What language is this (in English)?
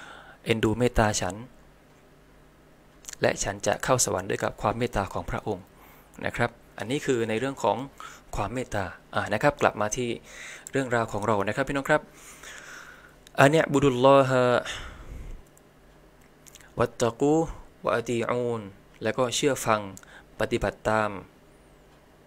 Thai